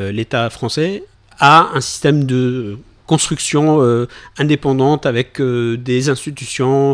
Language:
French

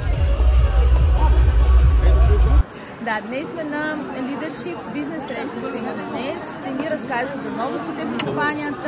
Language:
Bulgarian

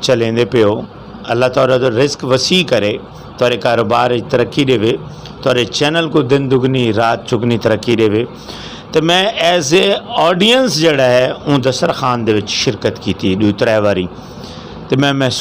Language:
Saraiki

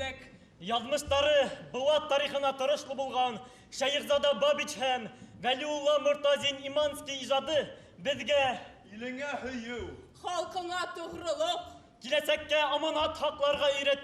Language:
Bashkir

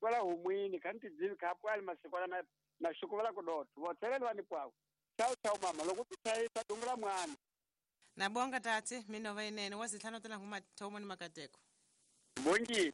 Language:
Tsonga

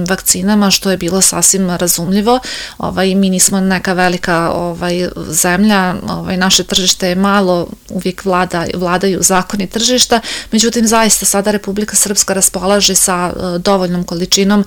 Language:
Serbian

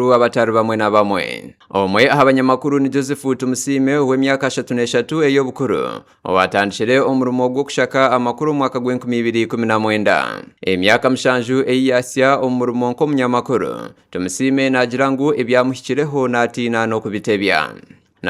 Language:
Nyankole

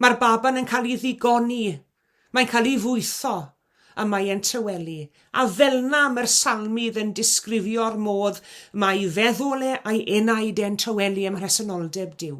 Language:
Welsh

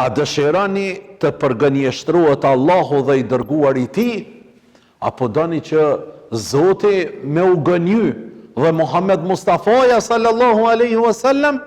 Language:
Albanian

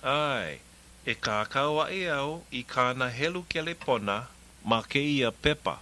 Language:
Hawaiian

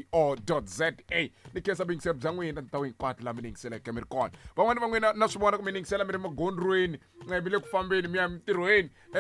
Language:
Tsonga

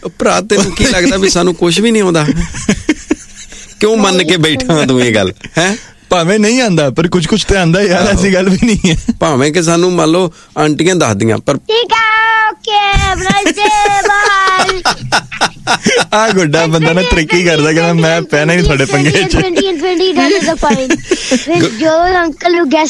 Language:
Punjabi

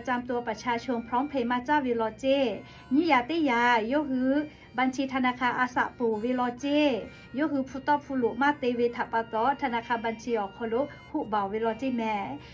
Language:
Lahu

